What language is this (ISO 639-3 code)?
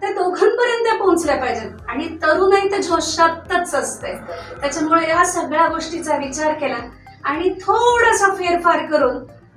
mar